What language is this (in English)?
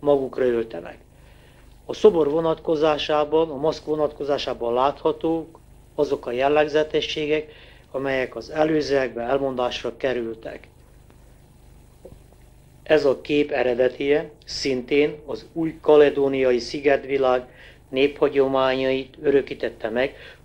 Hungarian